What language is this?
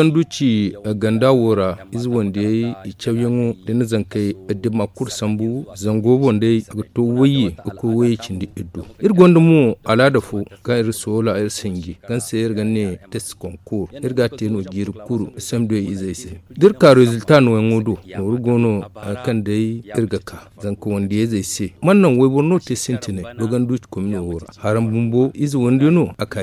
Zarma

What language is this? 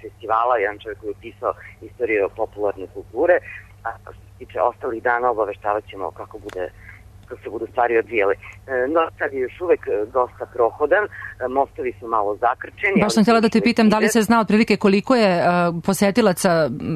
Serbian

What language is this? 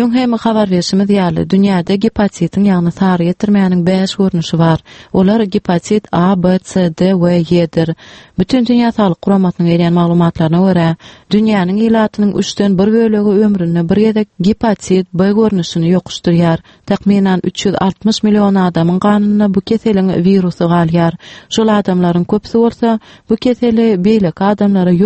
Turkmen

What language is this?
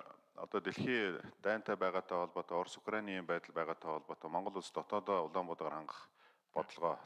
Mongolian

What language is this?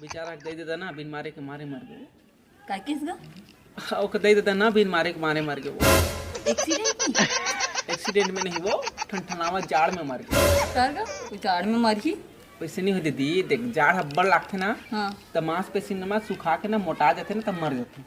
Chhattisgarhi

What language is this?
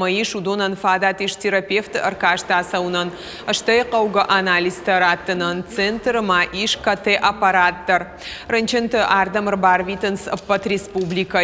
Ossetic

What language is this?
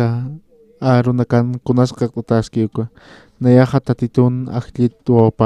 Aymara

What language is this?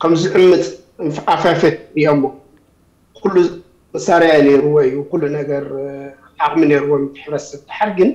Tigrinya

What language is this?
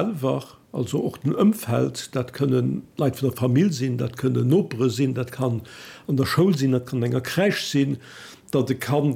Luxembourgish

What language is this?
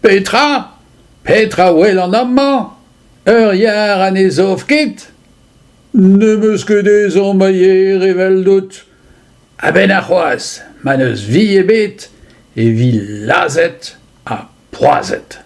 Breton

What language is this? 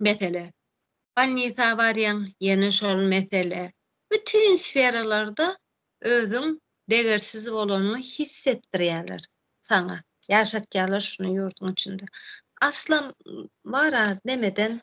Turkmen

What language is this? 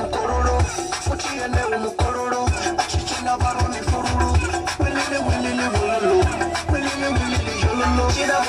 Venda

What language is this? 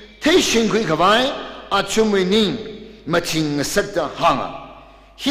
Tangkhul Naga (India)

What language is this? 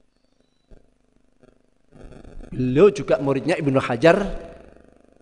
Indonesian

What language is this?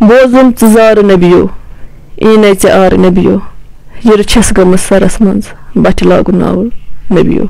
Kashmiri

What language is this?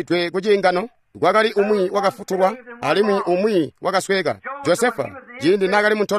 Tonga (Zambia)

